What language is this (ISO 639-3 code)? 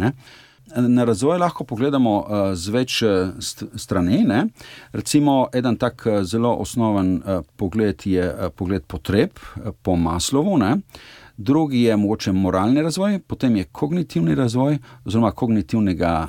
slv